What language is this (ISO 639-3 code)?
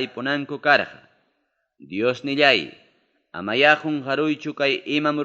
quy